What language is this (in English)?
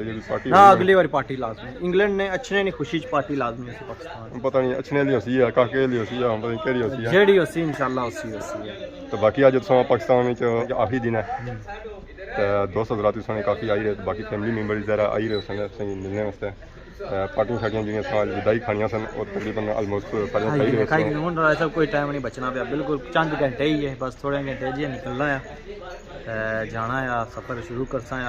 Pahari-Potwari